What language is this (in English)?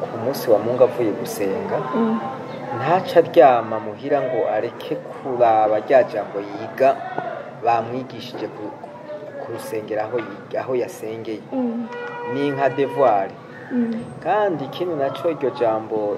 Rundi